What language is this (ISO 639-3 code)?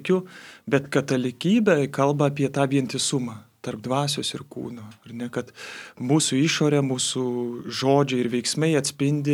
lit